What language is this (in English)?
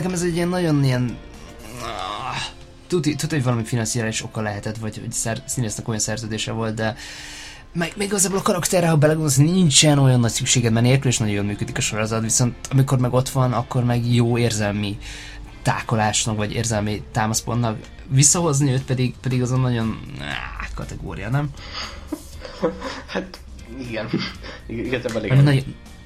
Hungarian